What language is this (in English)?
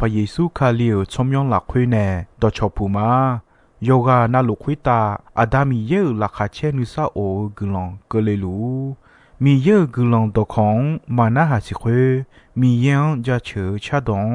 Akha